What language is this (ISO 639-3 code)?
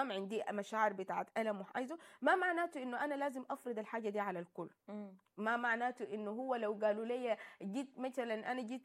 apd